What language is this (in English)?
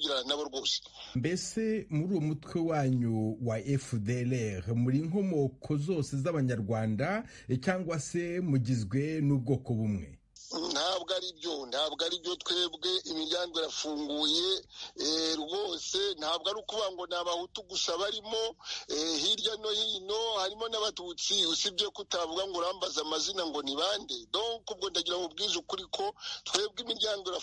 Kinyarwanda